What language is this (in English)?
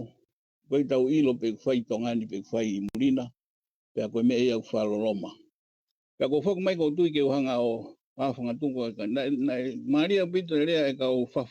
Tongan